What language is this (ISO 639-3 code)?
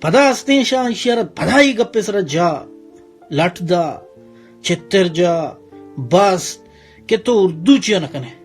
bal